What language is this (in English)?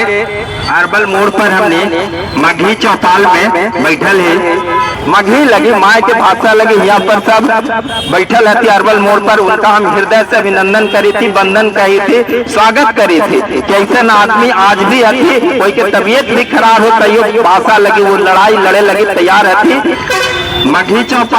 Magahi